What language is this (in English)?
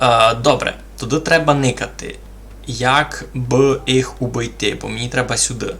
Rusyn